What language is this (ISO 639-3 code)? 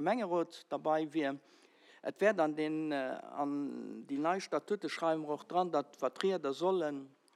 ltz